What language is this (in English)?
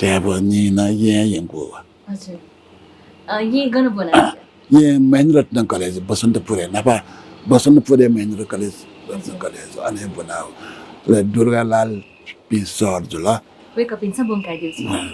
Newari